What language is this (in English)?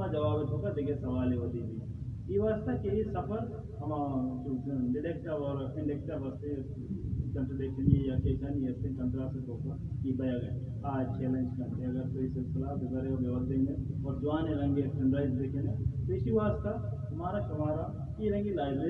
Baluchi